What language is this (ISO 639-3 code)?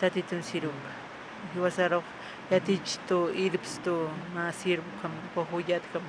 aym